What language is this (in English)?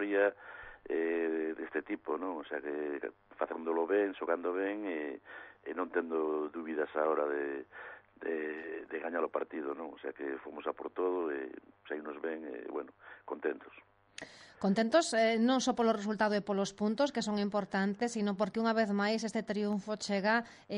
Galician